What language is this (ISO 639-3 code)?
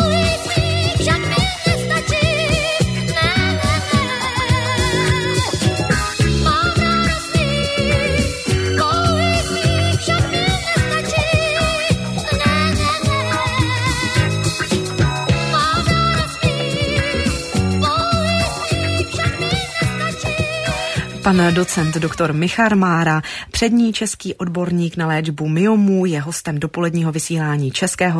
ces